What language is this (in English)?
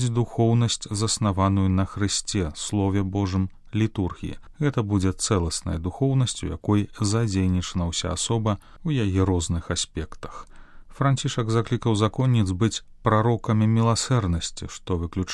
Belarusian